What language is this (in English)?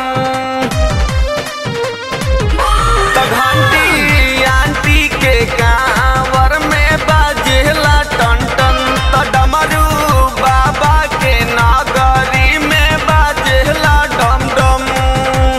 Bhojpuri